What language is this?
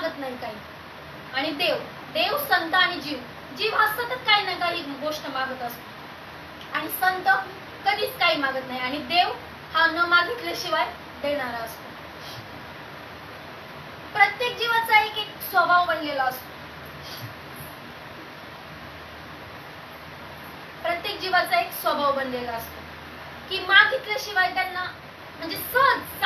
Marathi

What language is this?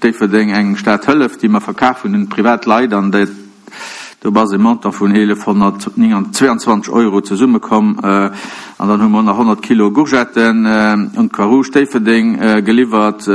Luxembourgish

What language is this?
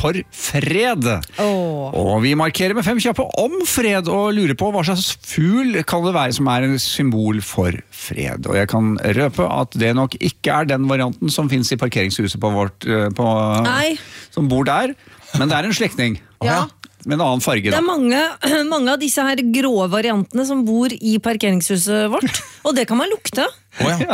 Norwegian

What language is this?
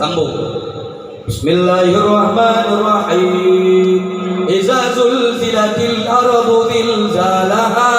Achinese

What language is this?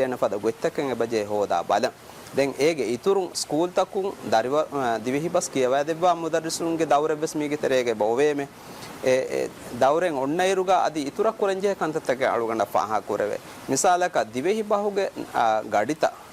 Divehi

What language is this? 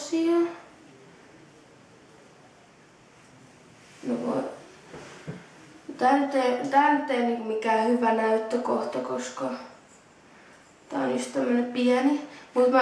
Finnish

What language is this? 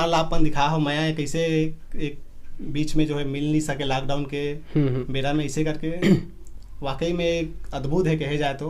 Chhattisgarhi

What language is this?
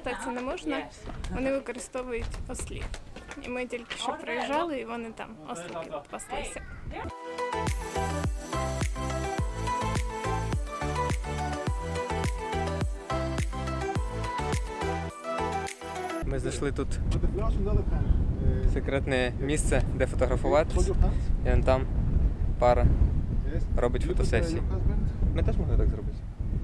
Ukrainian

